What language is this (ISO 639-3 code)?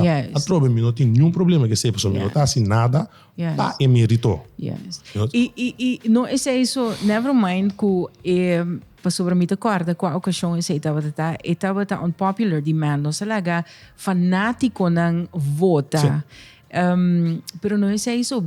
pap